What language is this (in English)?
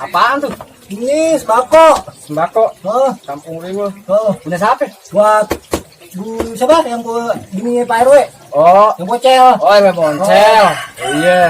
Betawi